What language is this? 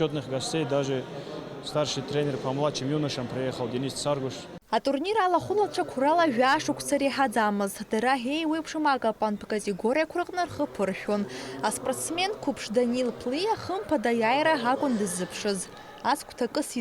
Abkhazian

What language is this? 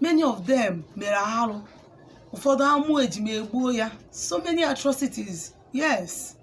Igbo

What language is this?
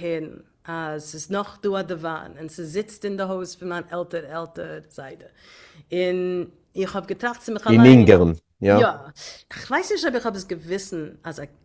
Yiddish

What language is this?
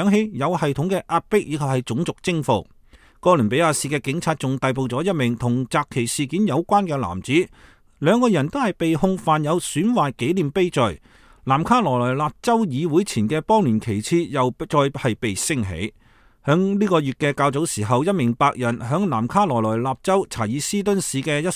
Cantonese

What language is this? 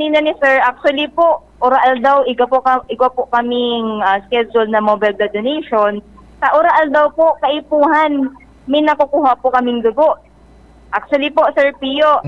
Bikol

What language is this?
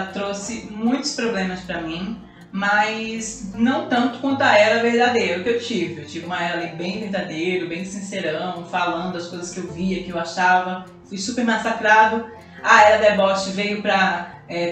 Portuguese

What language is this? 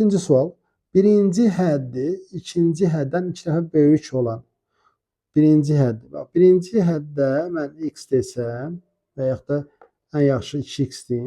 Azerbaijani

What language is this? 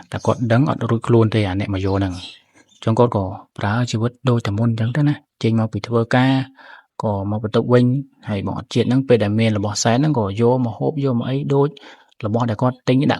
Khmer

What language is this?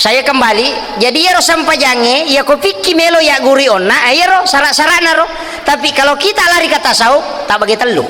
Buginese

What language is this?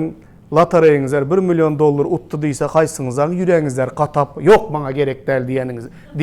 Turkmen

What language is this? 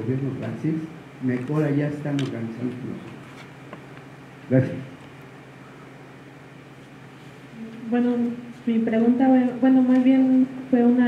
Spanish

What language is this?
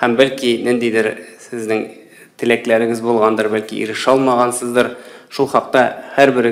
Tatar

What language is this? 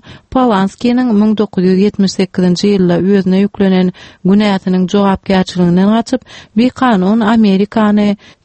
Turkmen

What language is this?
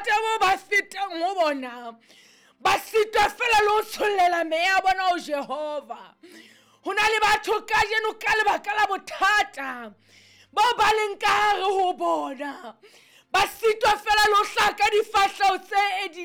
Southern Sotho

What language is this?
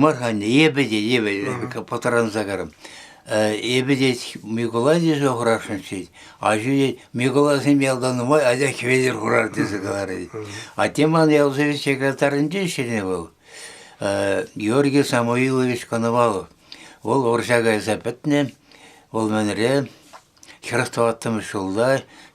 Chuvash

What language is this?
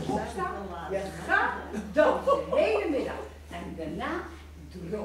Gronings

